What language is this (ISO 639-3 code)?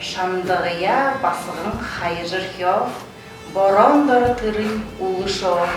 bua